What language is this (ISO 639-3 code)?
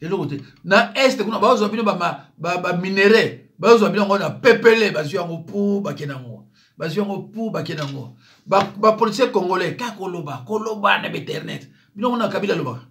lin